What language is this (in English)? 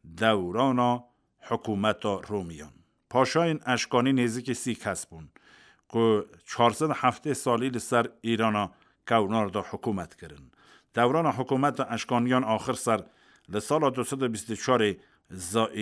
Kurdish